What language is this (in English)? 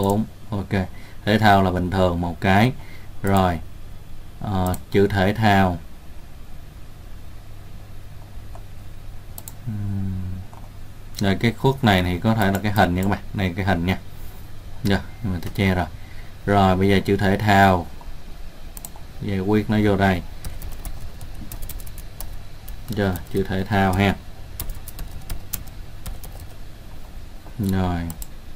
Vietnamese